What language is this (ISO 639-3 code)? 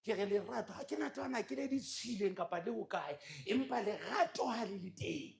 sot